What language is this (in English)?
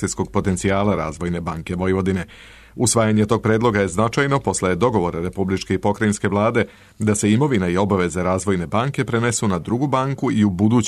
Serbian